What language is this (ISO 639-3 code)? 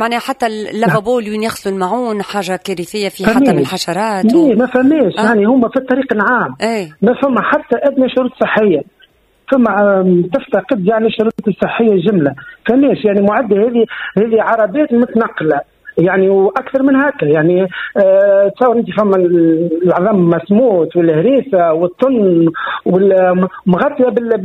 aeb